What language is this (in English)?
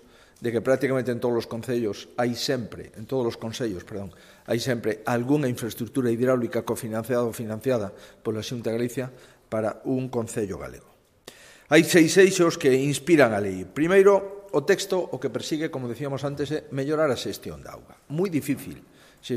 Galician